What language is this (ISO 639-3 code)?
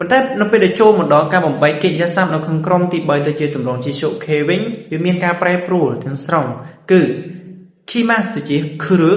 khm